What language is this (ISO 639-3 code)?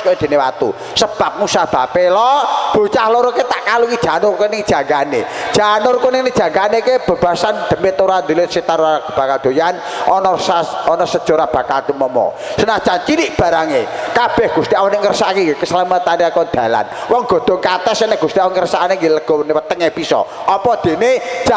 jav